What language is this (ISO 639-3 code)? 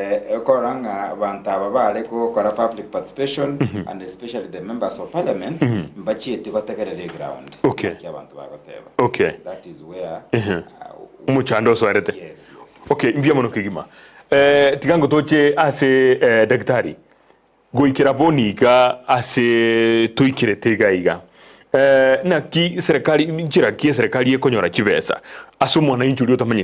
guz